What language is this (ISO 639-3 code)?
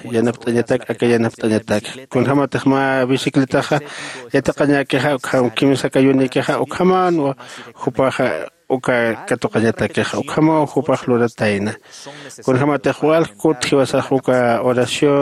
aym